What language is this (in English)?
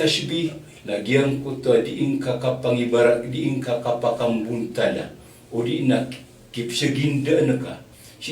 Maranao